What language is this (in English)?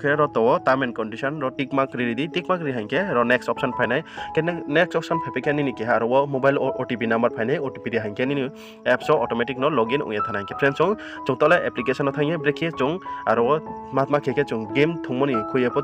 Riang (India)